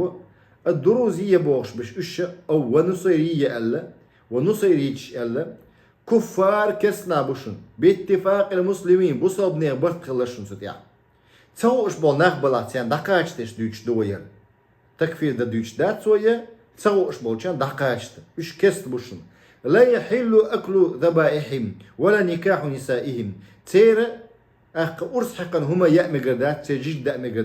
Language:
Chechen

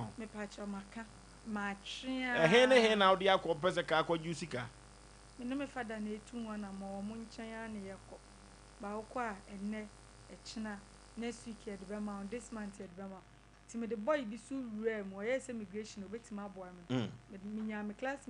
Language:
Akan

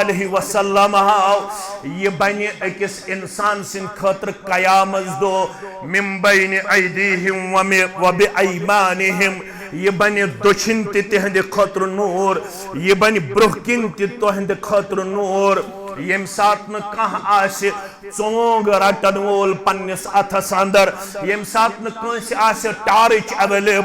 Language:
Kashmiri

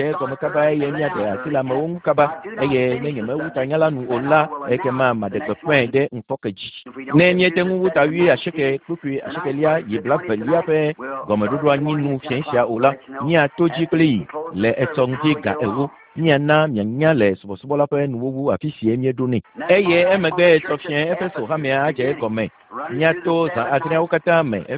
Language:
Ewe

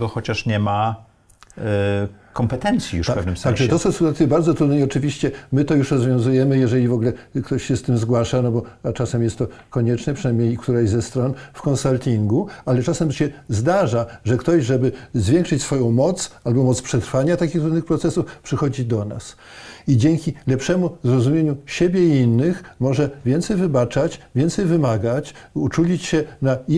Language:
Polish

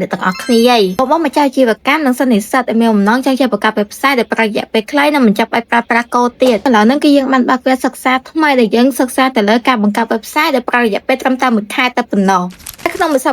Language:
Khmer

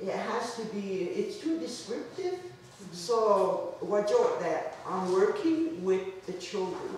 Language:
Mohawk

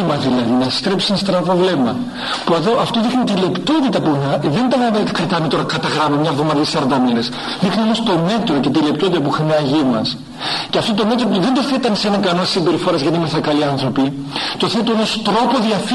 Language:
Greek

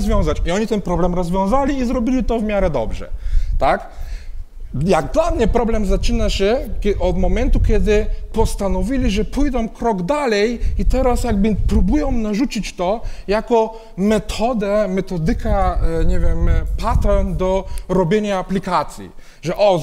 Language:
Polish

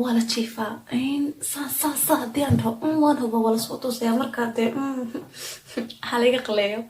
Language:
Somali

